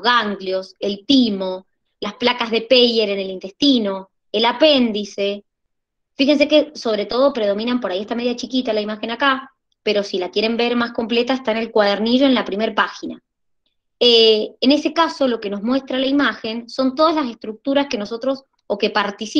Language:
Spanish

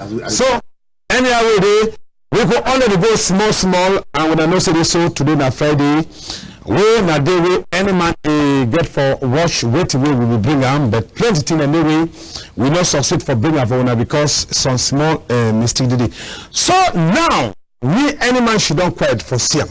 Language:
Cameroon Pidgin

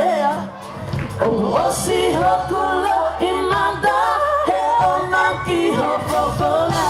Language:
Tongan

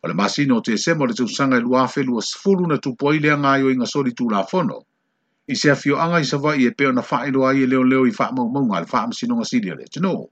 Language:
Samoan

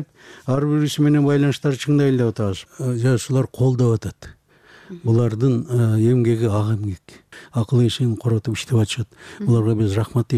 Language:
Kyrgyz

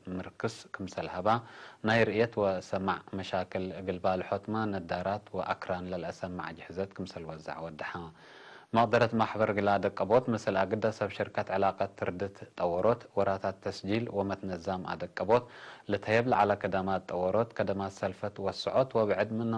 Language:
Tigre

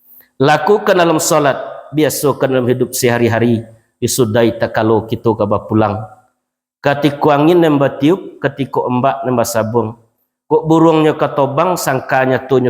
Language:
Minangkabau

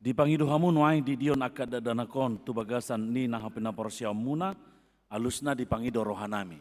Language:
Batak Toba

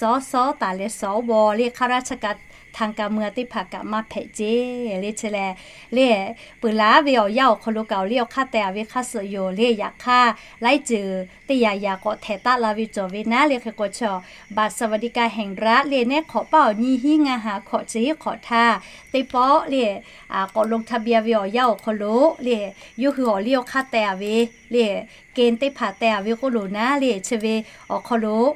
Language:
Lahu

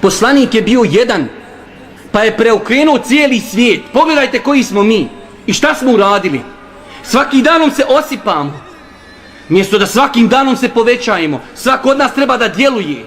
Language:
Bosnian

